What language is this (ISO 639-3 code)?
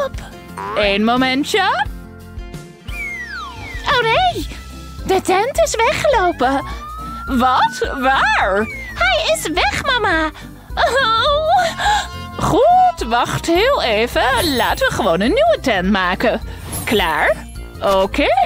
nld